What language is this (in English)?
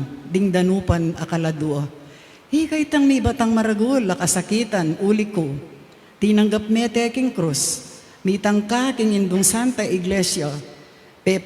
Pampanga